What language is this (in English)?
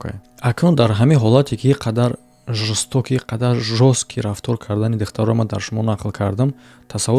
Tajik